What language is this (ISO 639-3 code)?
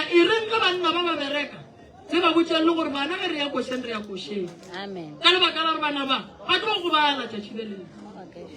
nso